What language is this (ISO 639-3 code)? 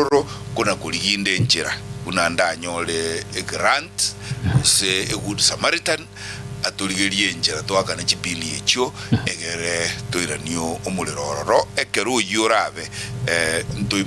guz